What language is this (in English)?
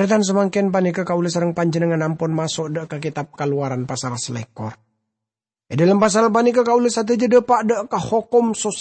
Madurese